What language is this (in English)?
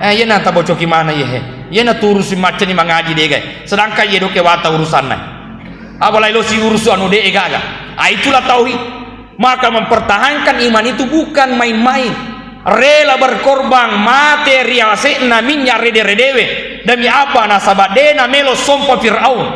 Buginese